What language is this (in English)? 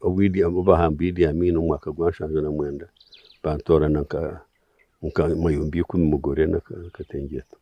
Nyankole